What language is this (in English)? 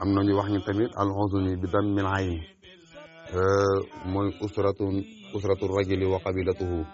Wolof